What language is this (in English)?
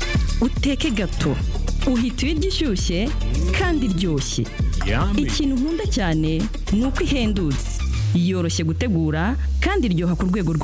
Kinyarwanda